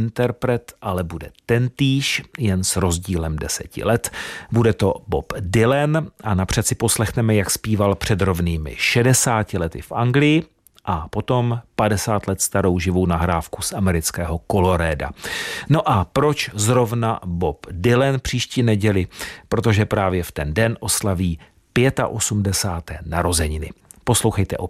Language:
Czech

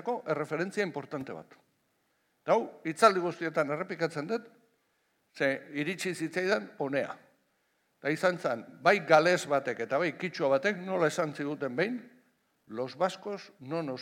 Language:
Basque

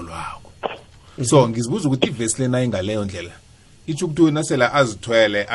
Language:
South Ndebele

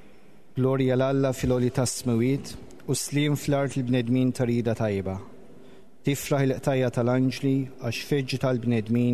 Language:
Maltese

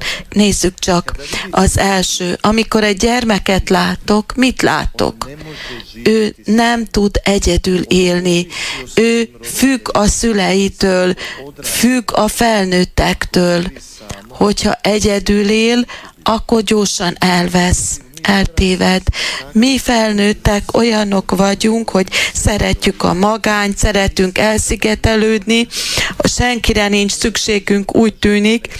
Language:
Hungarian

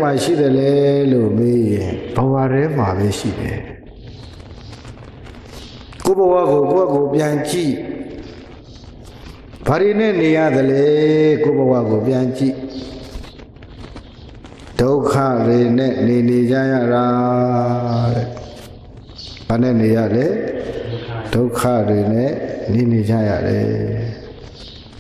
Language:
Burmese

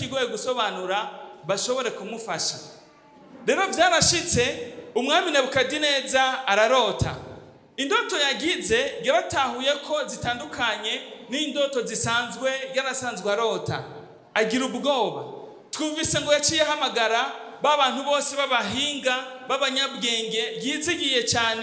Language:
Rundi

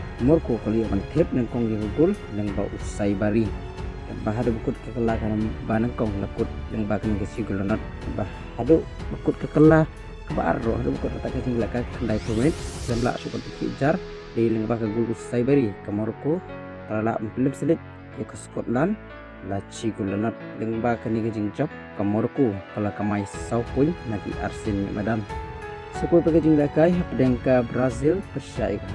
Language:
Khasi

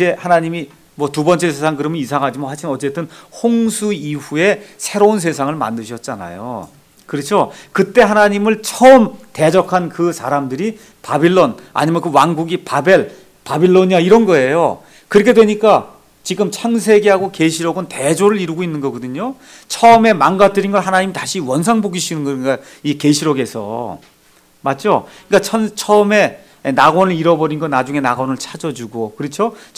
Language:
Korean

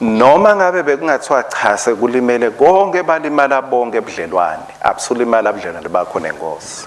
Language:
Swati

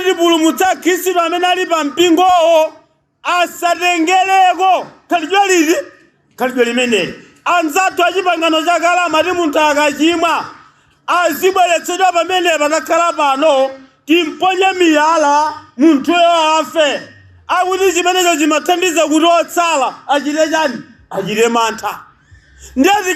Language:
Nyanja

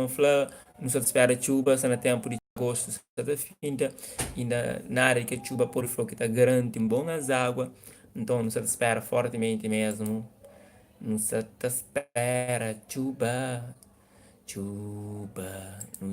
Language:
Kabuverdianu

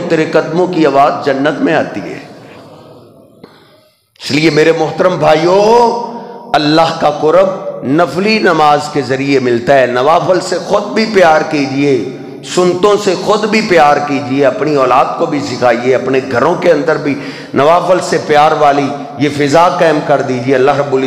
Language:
Urdu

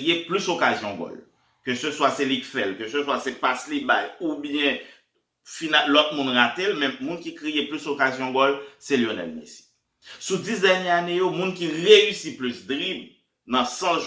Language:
Haitian Creole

